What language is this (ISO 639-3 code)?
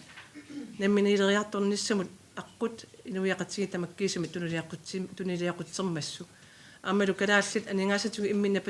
kal